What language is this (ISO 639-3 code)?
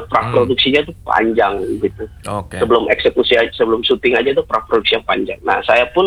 ind